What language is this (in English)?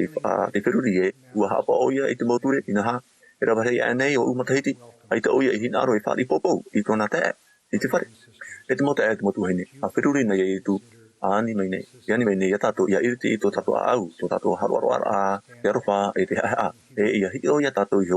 Tahitian